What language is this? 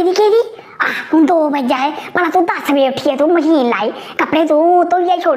Dogri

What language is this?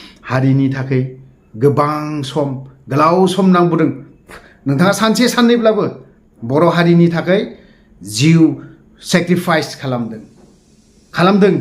Bodo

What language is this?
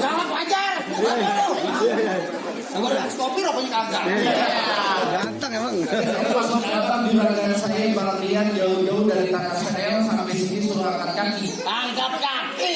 Betawi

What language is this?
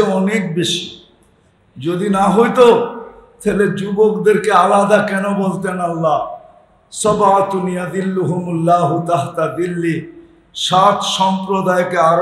Bangla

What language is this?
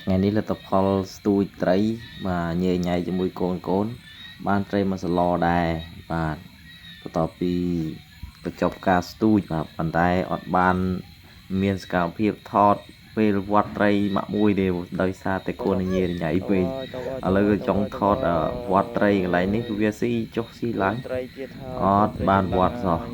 Khmer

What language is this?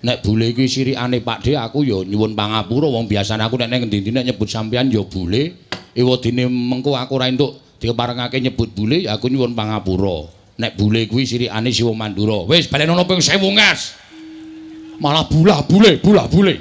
Javanese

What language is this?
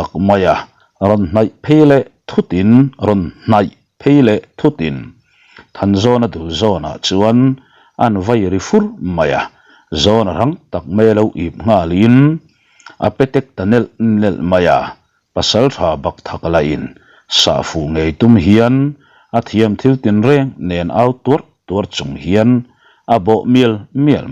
Mizo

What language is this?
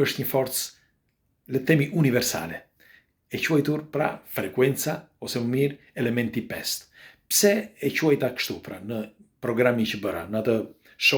Albanian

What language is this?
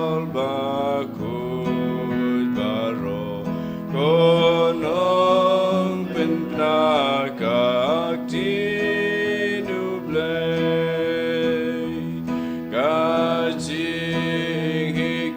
Khasi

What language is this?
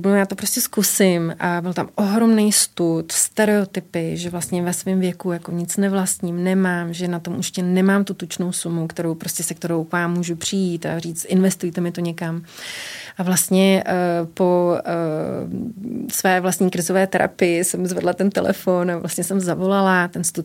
Czech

